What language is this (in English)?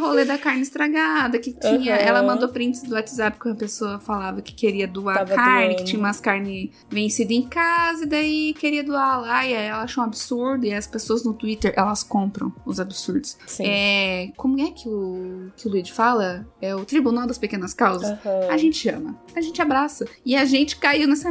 Portuguese